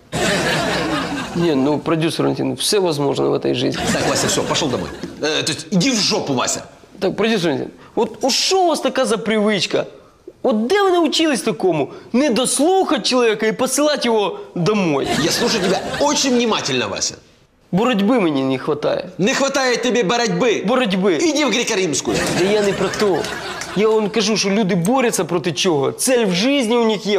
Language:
Russian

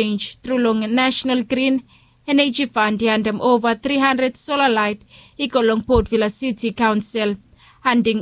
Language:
Bislama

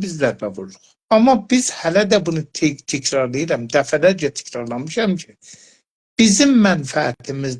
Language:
South Azerbaijani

